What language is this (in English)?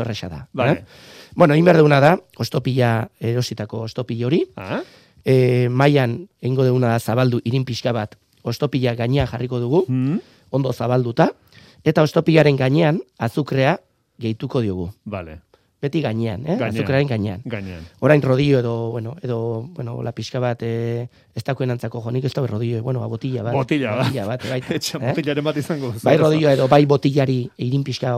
Basque